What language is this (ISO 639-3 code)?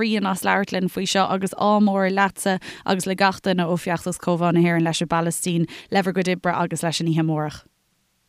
gle